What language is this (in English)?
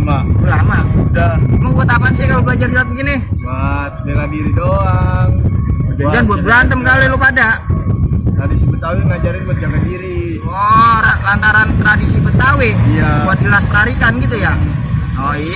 Betawi